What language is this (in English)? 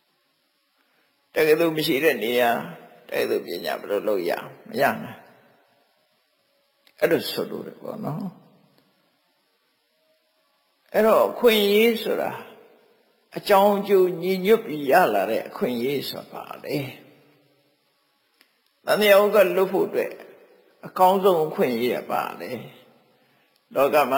Burmese